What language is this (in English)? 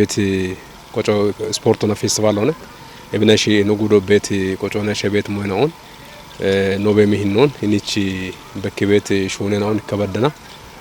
Kafa